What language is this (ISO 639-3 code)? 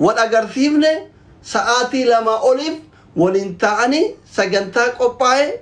orm